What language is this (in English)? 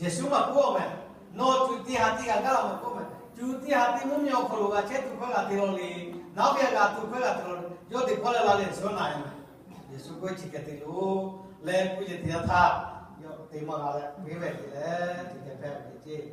Lahu